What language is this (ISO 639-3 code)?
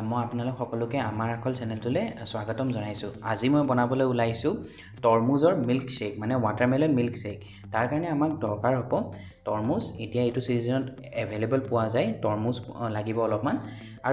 asm